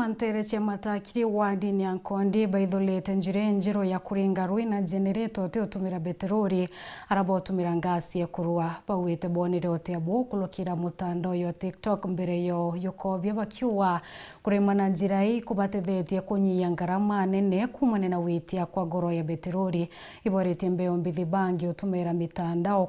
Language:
Meru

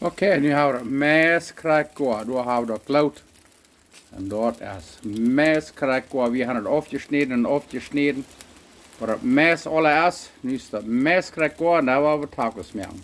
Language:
Plautdietsch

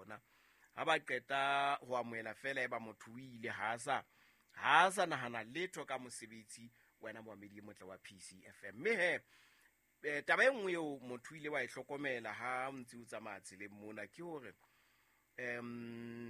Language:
Southern Sotho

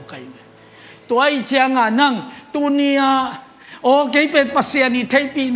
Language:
Tedim Chin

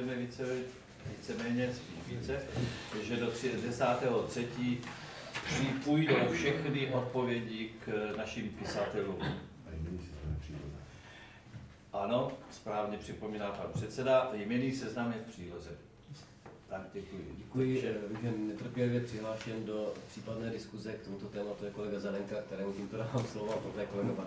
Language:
Czech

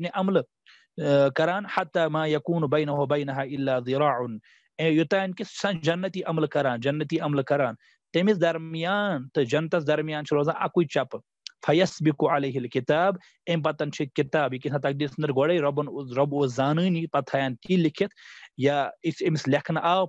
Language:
Kashmiri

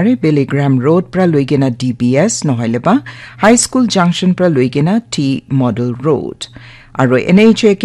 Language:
Naga Pidgin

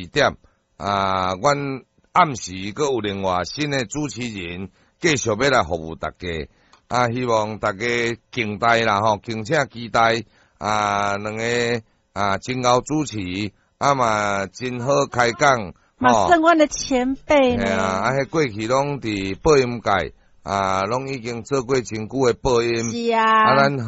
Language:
Min Nan Chinese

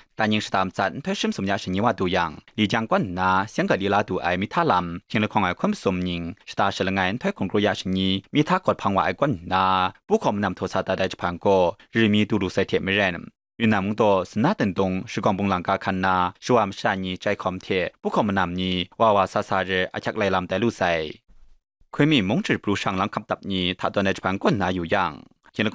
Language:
Kachin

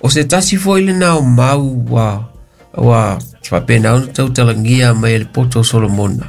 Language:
Samoan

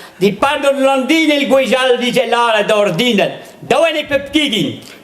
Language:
Breton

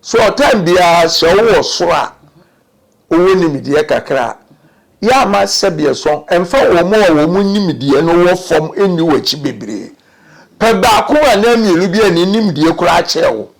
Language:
Akan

